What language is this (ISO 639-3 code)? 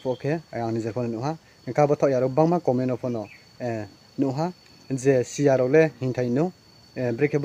ria